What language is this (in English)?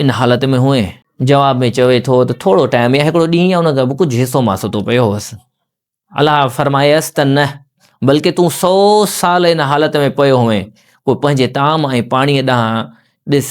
Sindhi